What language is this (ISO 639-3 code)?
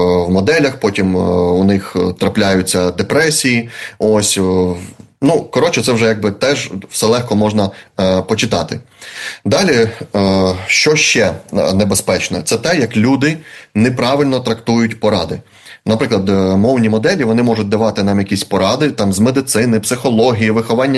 ukr